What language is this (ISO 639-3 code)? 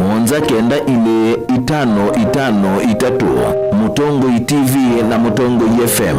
kam